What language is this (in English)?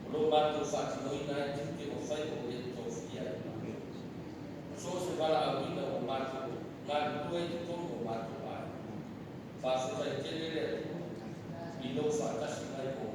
Samoan